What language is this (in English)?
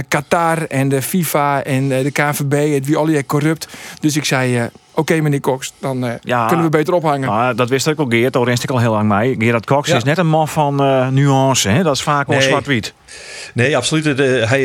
Western Frisian